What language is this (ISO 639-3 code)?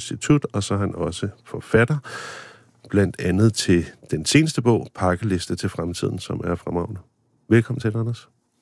dan